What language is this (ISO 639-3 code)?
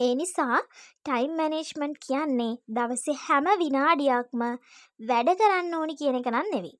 sin